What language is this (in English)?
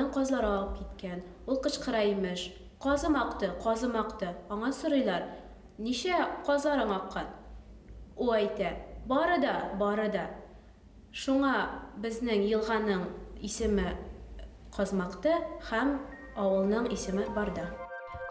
Bashkir